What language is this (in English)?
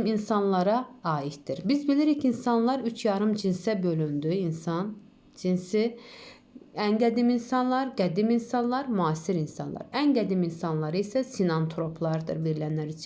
Azerbaijani